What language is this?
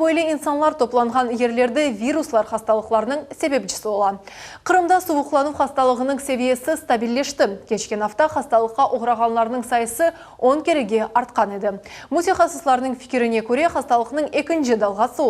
Crimean Tatar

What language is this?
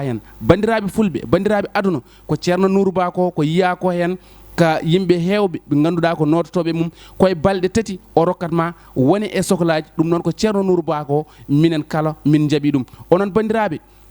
Fula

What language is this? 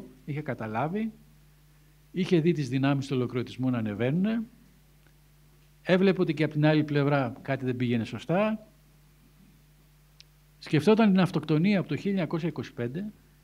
Greek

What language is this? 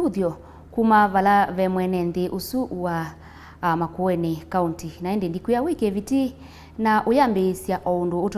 Kamba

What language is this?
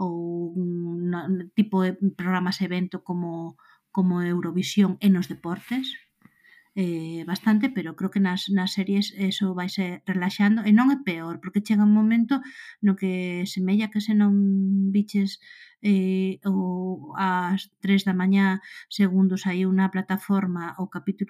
Galician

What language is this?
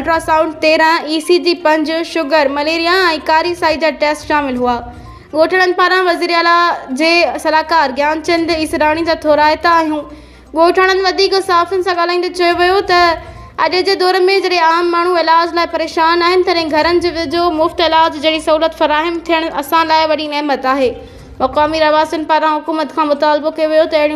Sindhi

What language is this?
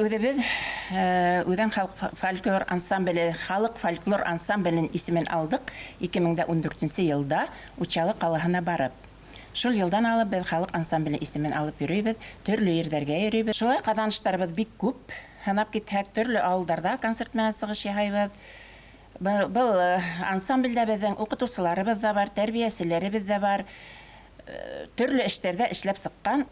Bashkir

